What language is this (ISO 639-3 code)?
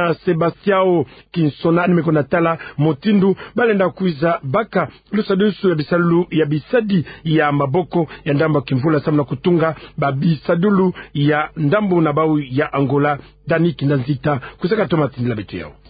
ktu